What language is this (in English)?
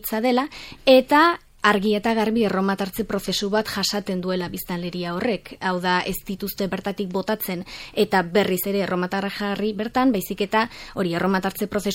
Basque